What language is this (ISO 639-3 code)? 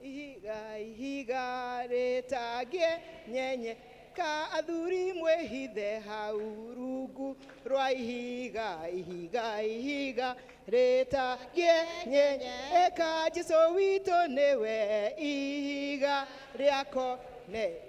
kik